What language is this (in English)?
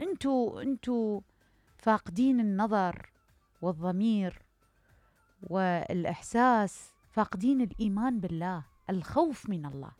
Mesopotamian Arabic